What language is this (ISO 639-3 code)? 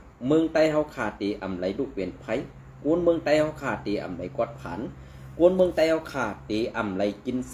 shn